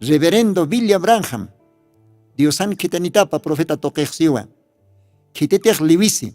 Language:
Aymara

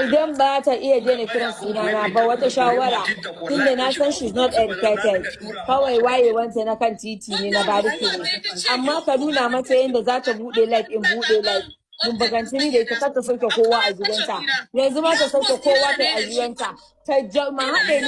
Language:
Hausa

